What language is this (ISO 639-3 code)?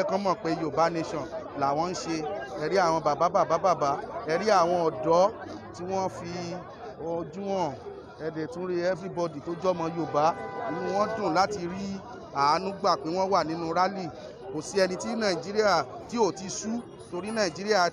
yor